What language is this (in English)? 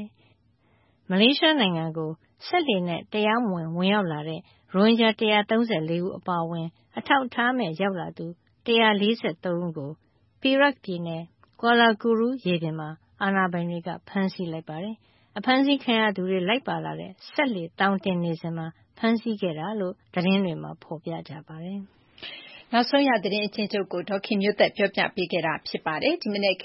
Burmese